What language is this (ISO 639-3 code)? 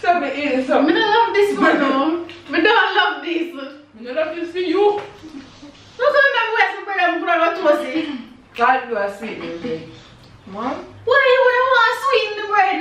jam